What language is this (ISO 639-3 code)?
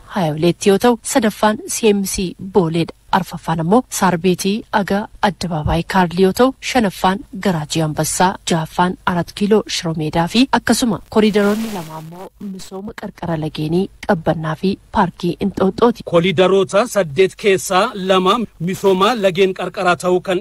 orm